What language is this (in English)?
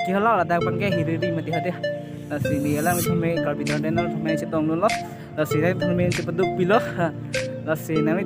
Karbi